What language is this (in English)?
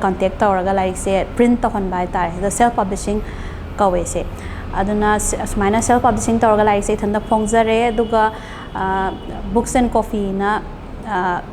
Manipuri